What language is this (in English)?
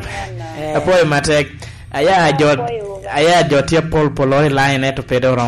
Lango (Uganda)